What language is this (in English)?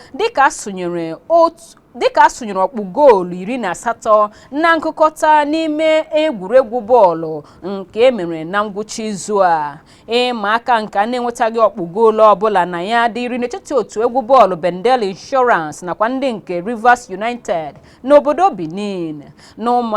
Igbo